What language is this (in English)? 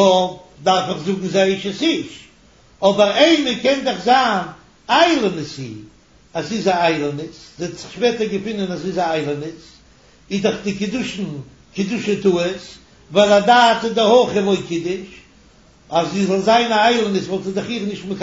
Yiddish